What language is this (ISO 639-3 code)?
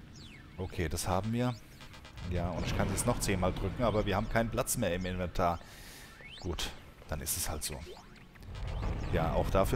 deu